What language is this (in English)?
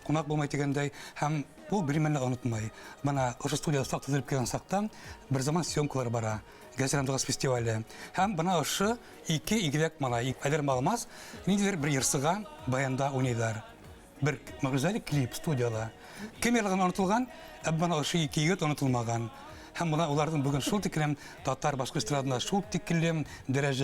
Bashkir